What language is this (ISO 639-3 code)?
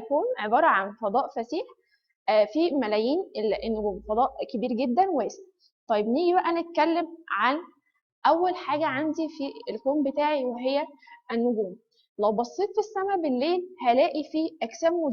arz